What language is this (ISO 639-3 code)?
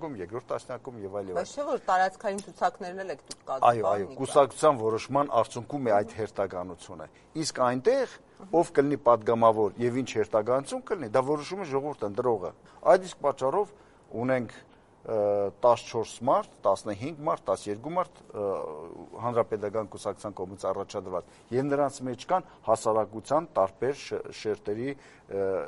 hye